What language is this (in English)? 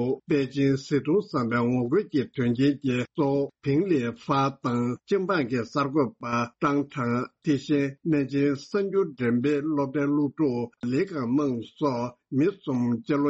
Tibetan